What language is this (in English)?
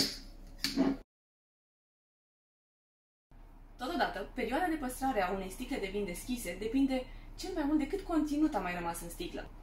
Romanian